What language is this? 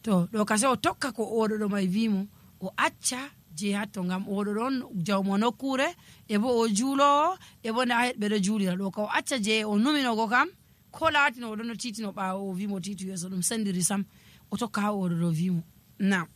Nigerian Fulfulde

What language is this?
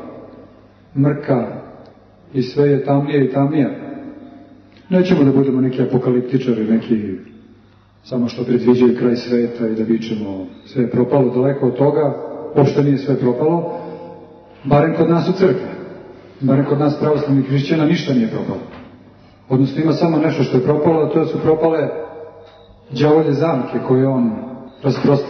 Serbian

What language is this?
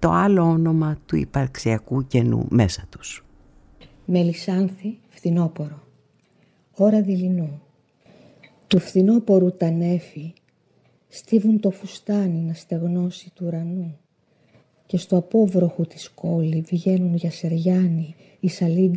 Greek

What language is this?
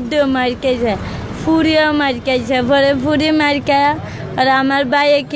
Sylheti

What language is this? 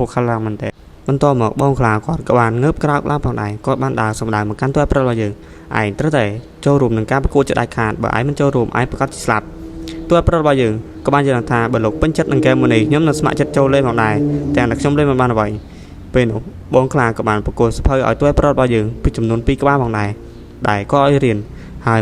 Khmer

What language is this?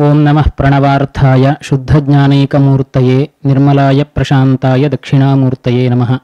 Sanskrit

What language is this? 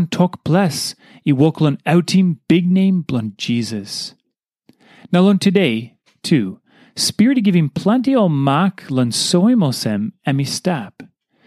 Tok Pisin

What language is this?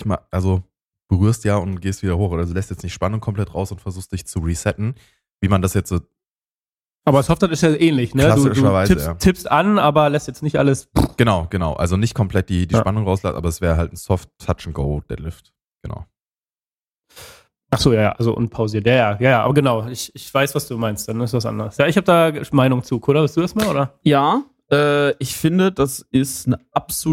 German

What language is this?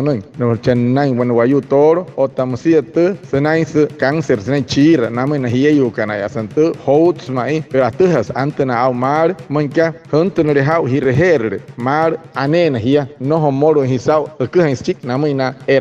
Wayuu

